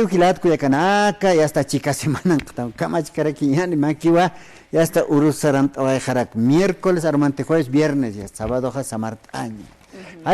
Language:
Aymara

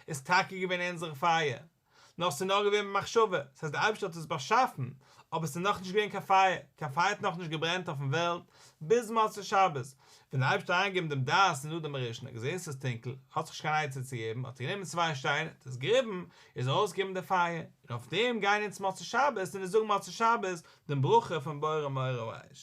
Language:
Yiddish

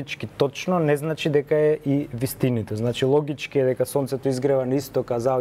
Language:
Macedonian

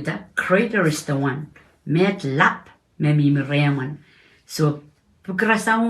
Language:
Pohnpeian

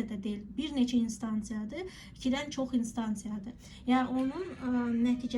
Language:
Azerbaijani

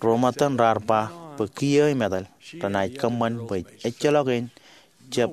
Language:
Marshallese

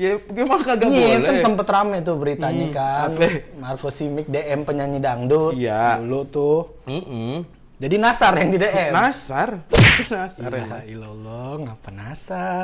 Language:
Betawi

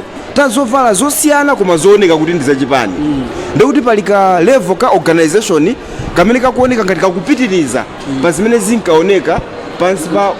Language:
Nyanja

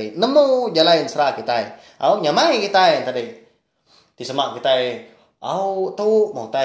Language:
Iban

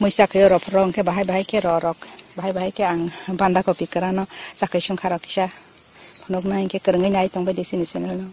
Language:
Kok Borok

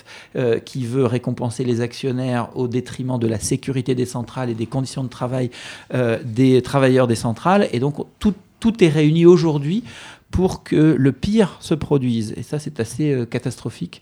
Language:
French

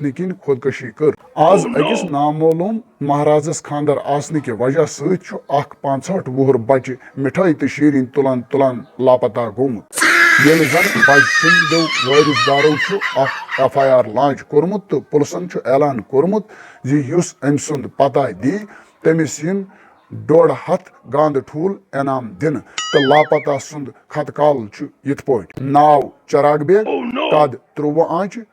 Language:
Kashmiri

